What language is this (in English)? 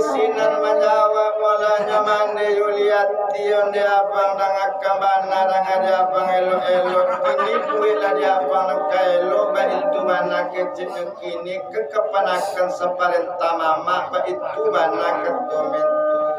Minangkabau